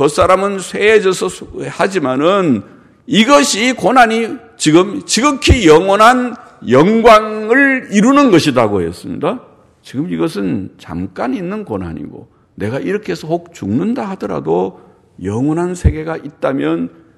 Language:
Korean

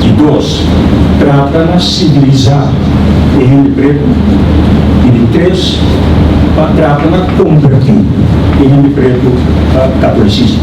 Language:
Papiamento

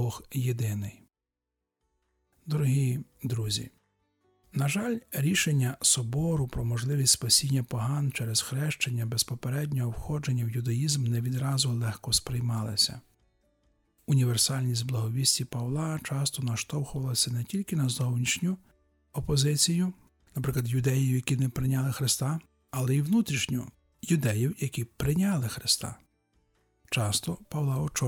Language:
Ukrainian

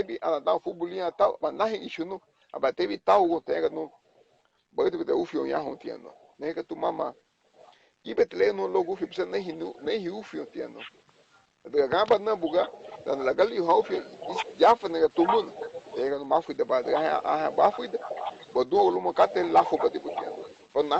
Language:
Garifuna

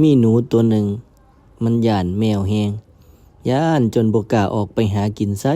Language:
Northeastern Thai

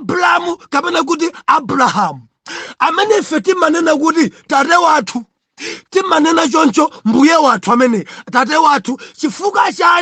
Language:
Nyanja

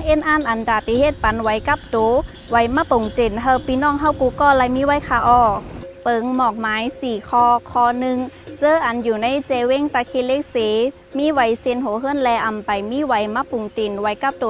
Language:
Shan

